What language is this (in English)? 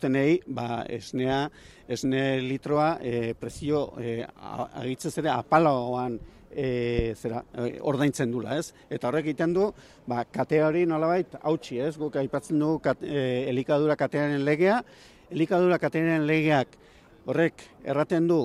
Basque